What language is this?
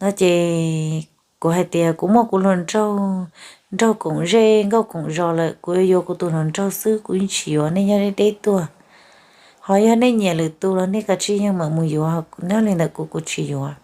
Hmong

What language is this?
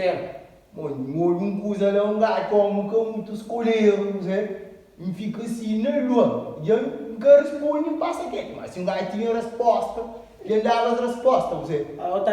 Kabuverdianu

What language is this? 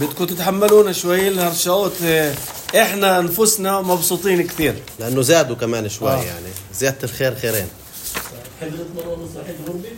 North Levantine Arabic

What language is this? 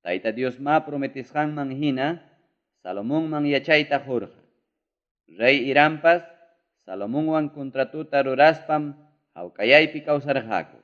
Ayacucho Quechua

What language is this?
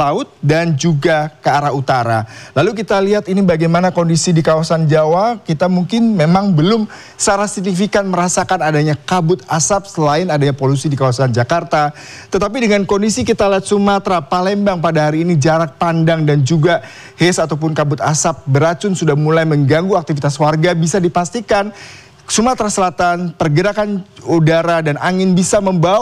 Indonesian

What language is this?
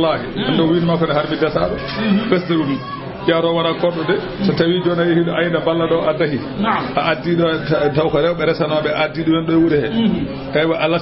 Fula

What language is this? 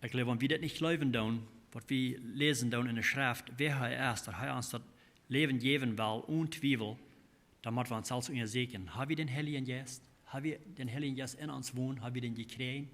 Plautdietsch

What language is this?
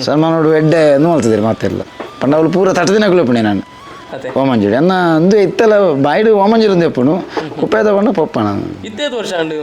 Tulu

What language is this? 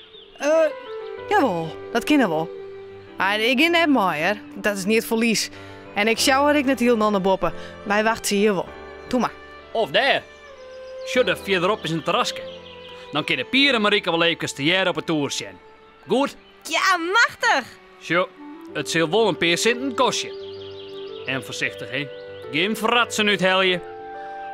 Western Frisian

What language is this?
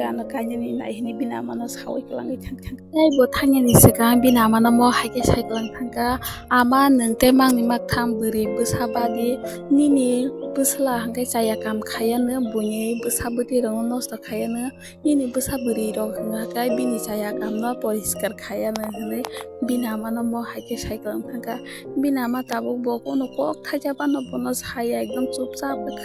Kok Borok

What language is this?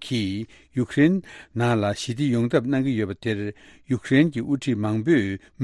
Tibetan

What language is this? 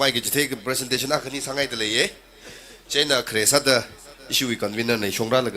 Tangkhul Naga (India)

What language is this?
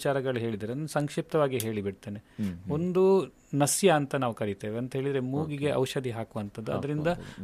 Kannada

